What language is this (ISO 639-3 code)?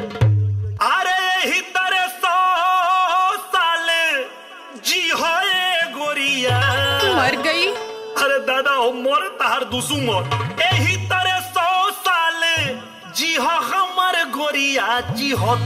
bho